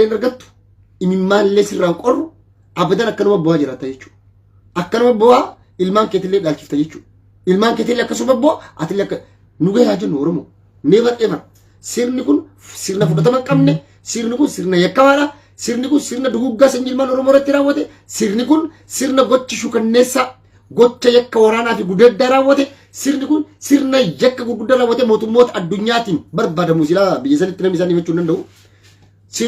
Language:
Oromo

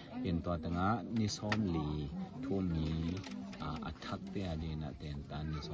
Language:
Tedim Chin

